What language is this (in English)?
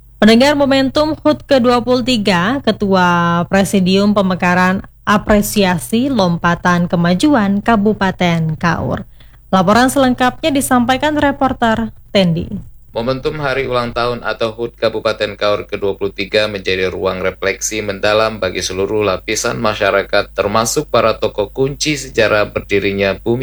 Indonesian